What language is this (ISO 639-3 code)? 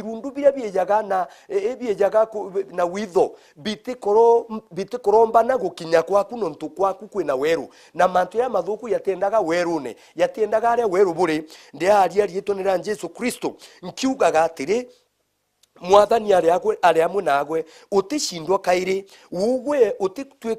mer